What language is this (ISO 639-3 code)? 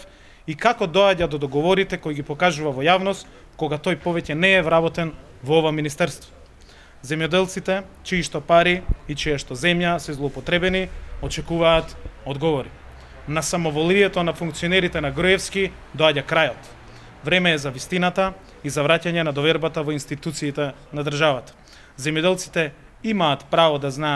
mkd